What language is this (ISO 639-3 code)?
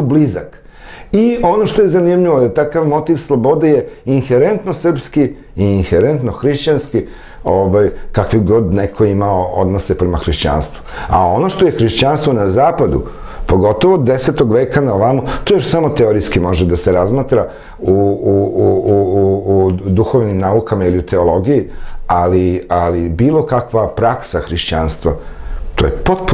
srp